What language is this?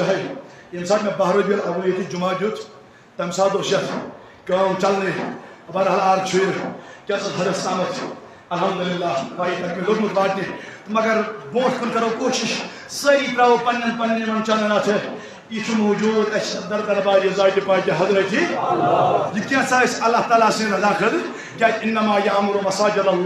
Kashmiri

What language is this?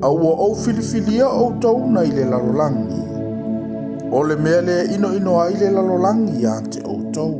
Samoan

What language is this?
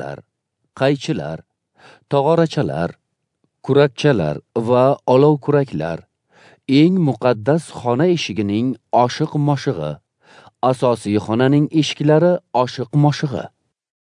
Uzbek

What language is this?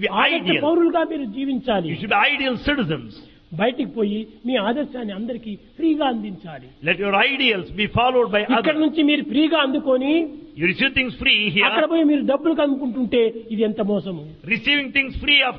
Telugu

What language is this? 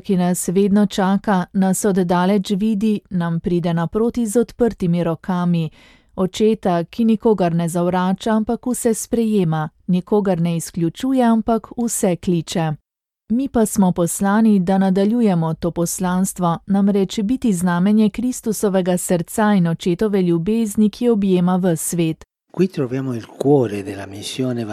Slovenian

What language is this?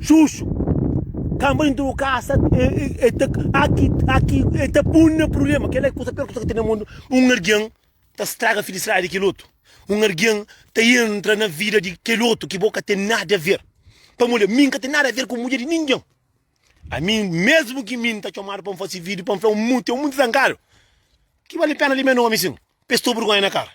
Kabuverdianu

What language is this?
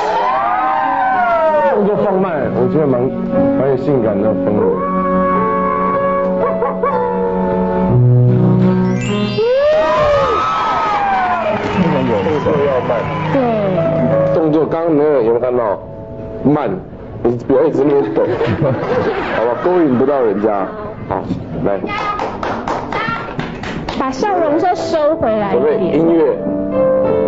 Chinese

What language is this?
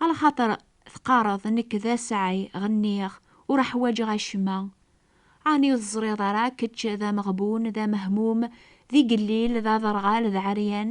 Kabyle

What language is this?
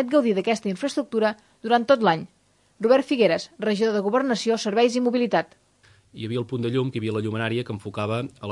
Catalan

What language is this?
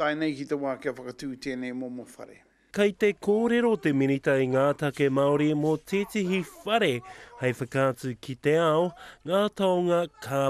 Māori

